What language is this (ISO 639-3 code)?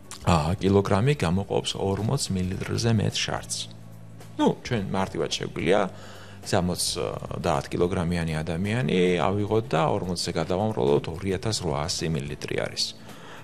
kat